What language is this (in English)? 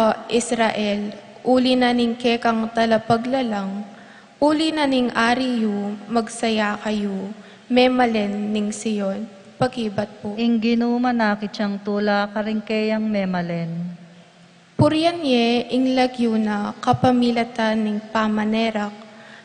Pampanga